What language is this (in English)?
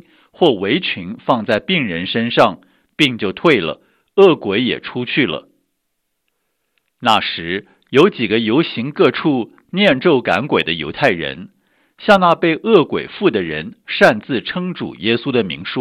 Chinese